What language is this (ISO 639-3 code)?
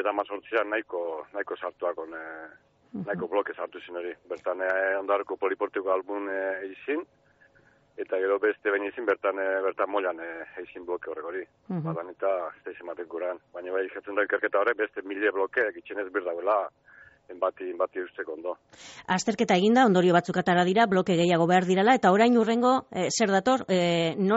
eus